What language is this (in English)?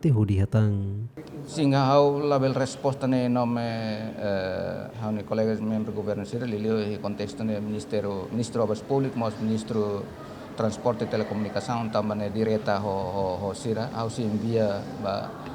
Tetum